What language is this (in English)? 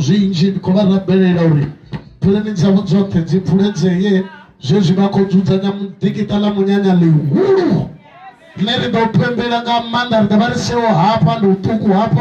Venda